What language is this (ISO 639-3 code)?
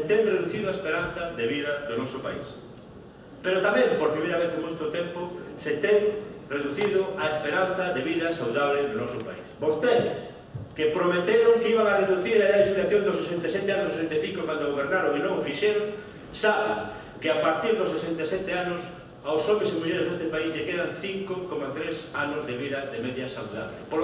glg